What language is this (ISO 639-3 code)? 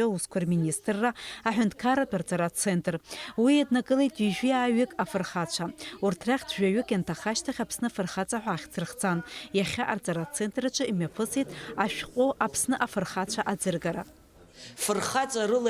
abk